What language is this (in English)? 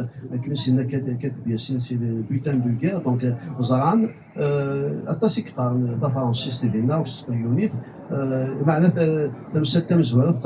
Kabyle